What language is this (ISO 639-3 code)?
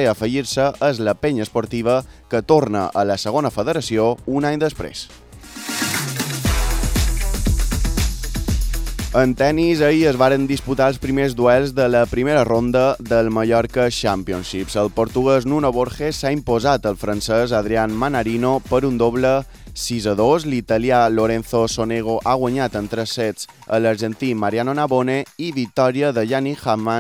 cat